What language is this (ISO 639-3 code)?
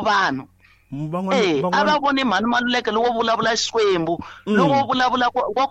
tso